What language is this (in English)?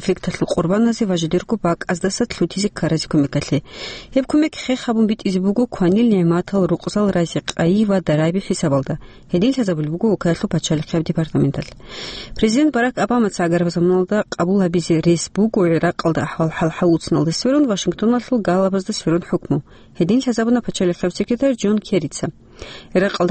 Avaric